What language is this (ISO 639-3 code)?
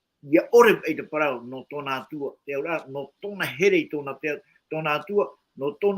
tah